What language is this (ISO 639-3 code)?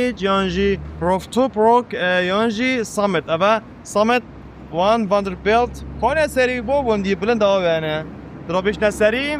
kur